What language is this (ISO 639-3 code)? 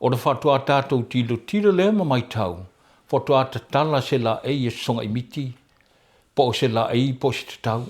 smo